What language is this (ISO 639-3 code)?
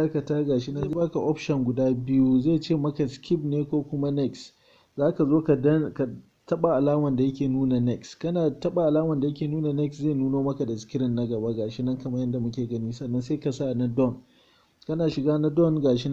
hau